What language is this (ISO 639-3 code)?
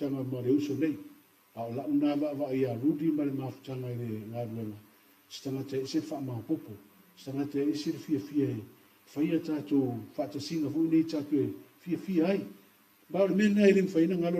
smo